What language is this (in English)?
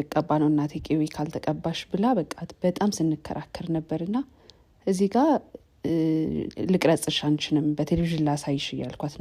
Amharic